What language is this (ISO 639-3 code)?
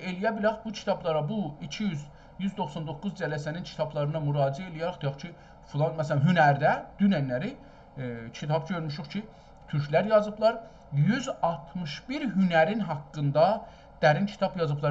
azb